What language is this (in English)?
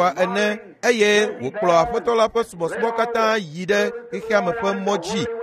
Ewe